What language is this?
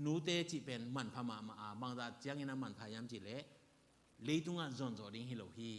Tedim Chin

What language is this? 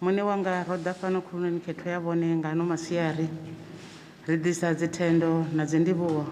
Venda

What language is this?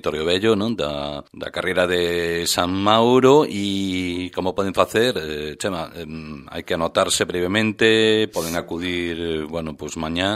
Galician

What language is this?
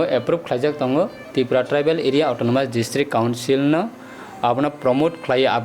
Kok Borok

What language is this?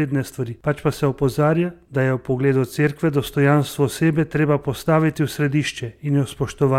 Slovenian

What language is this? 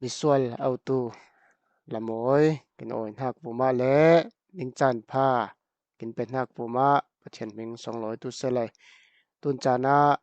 Falam Chin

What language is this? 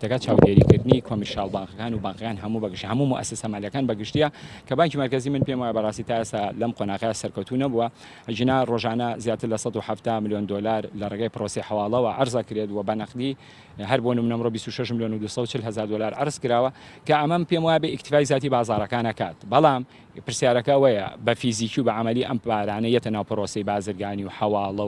Central Kurdish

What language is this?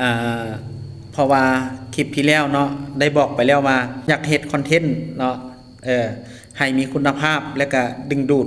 Lao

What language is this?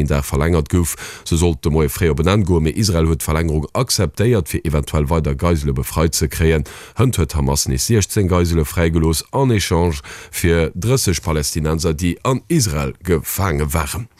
Luxembourgish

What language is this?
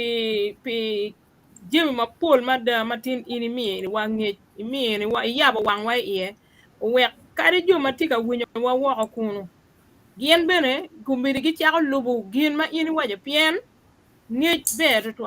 Acoli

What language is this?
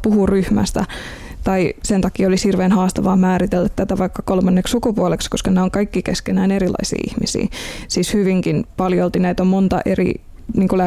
Finnish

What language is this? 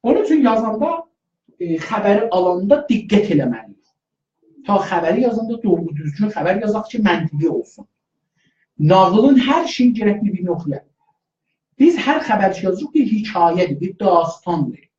South Azerbaijani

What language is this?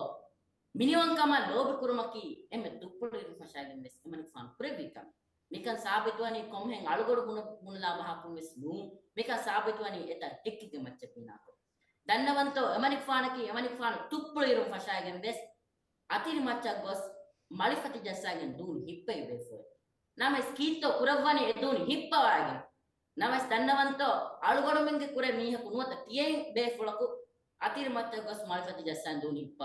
Divehi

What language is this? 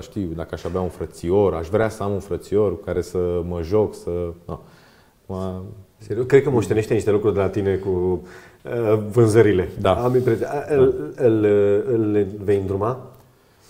Romanian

